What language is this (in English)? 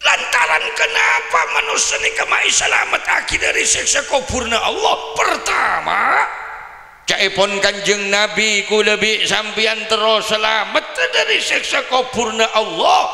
Madurese